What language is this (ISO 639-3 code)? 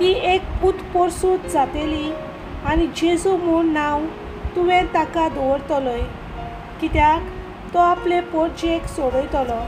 kok